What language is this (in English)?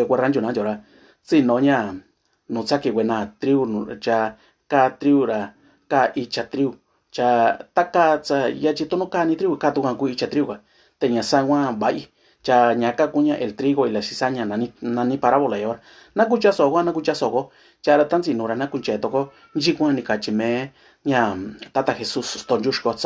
Mixtepec Mixtec